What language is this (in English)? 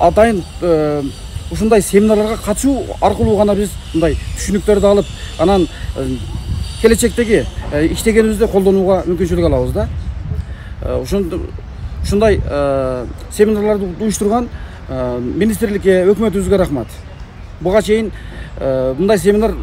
Kyrgyz